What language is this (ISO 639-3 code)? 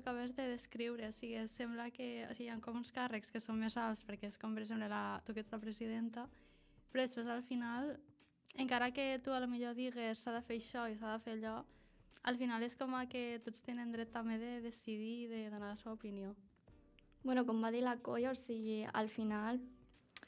cat